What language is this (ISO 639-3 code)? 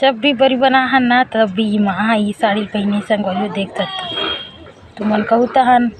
hne